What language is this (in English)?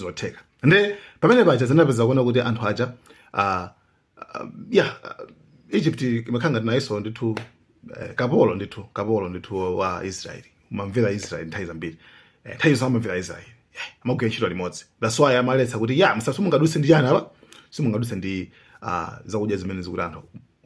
Nyanja